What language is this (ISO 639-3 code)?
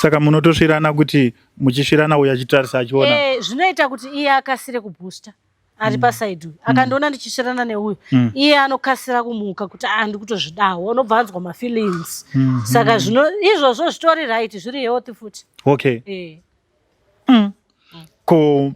sna